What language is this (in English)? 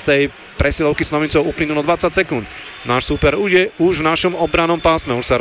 Slovak